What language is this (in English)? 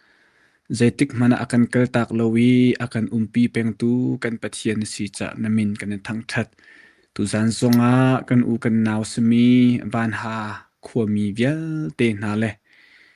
Hakha Chin